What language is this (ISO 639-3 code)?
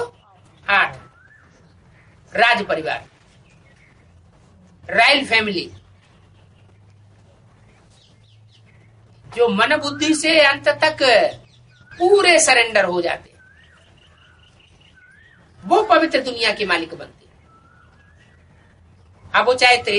hin